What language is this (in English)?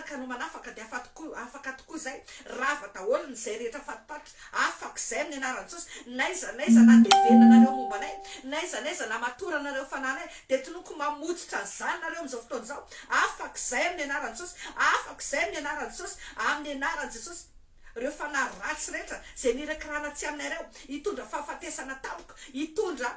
Malagasy